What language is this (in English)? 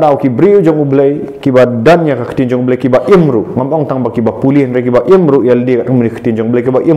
Khasi